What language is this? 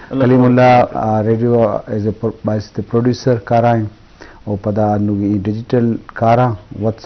Eastern Balochi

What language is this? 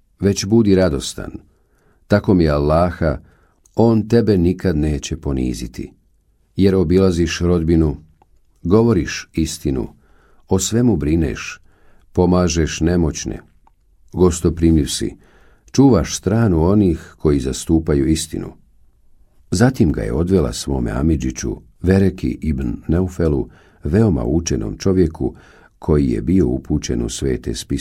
Bosnian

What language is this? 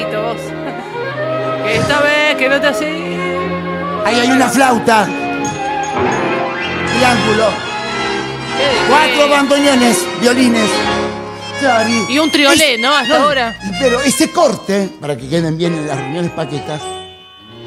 Spanish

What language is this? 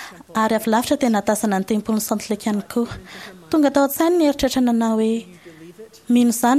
Malagasy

